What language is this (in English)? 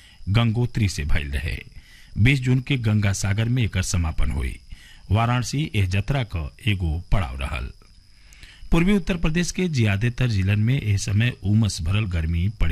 Bhojpuri